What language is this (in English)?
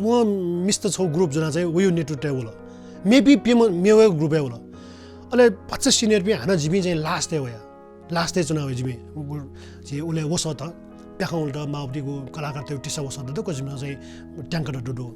Newari